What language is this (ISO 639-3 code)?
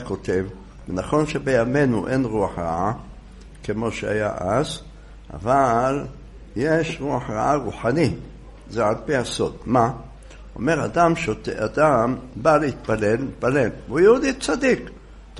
heb